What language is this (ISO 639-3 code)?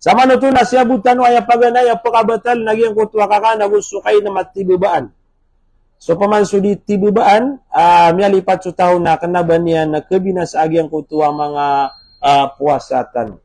mrw